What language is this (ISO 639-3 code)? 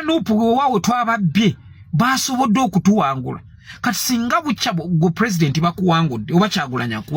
lug